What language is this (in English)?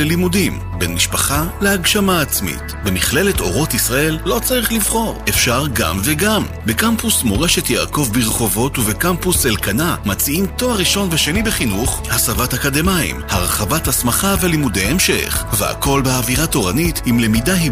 Hebrew